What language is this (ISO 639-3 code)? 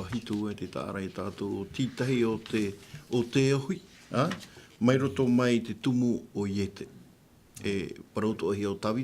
tah